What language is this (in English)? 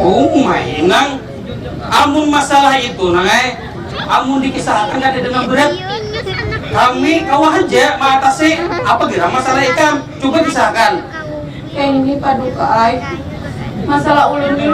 Banjar